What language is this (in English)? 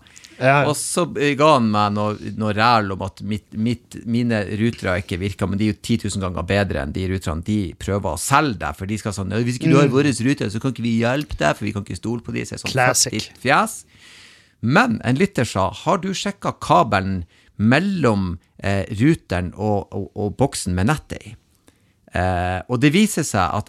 Norwegian